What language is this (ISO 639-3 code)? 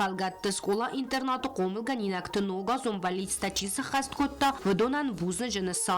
oss